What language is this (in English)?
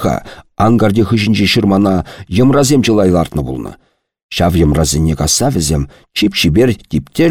Chuvash